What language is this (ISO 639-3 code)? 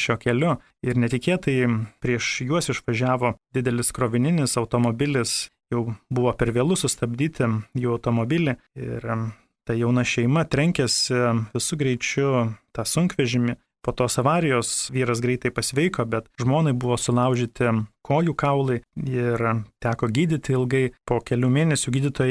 lit